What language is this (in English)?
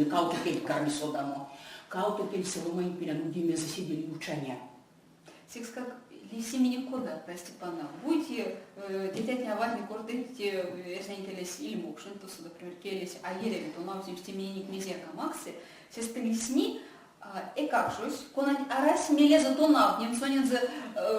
Erzya